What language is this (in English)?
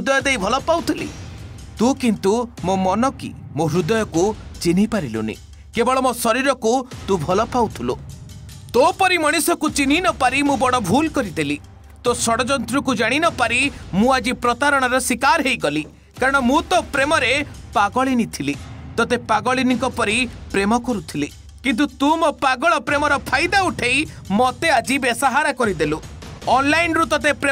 Odia